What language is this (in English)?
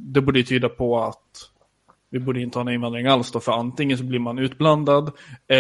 Swedish